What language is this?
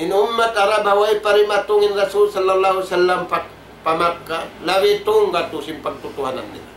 Tausug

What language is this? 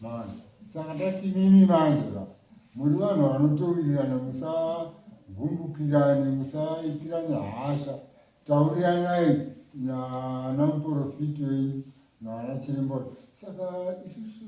Shona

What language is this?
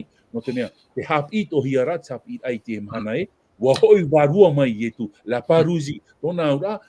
Tahitian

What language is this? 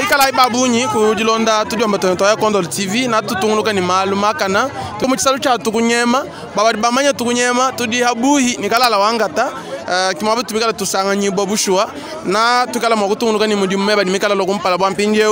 Luba-Lulua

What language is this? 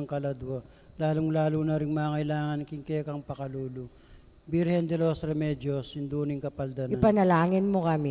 Pampanga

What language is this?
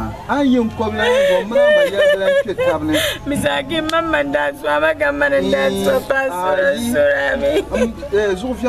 Dagbani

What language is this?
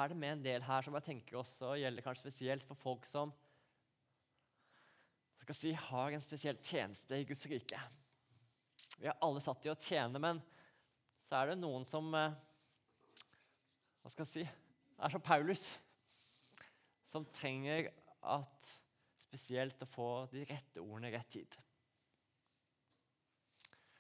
Norwegian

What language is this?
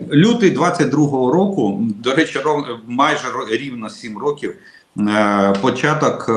Ukrainian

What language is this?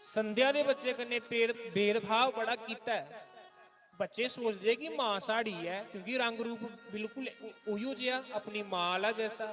Dogri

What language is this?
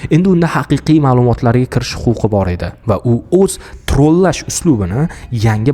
Uzbek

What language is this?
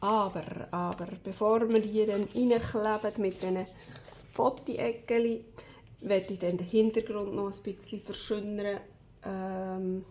Swiss German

